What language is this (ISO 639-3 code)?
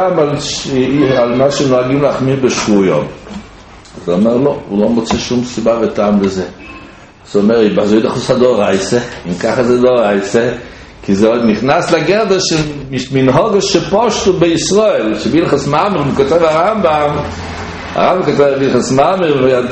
heb